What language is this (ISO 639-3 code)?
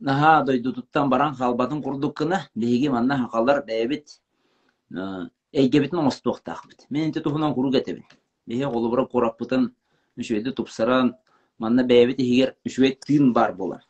sah